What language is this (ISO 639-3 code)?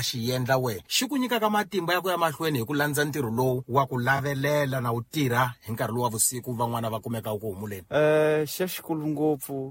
tso